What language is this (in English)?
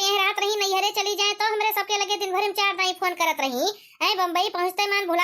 Awadhi